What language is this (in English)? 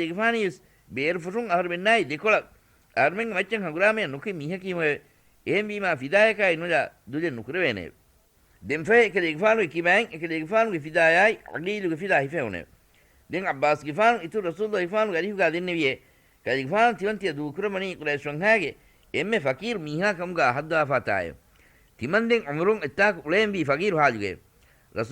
Divehi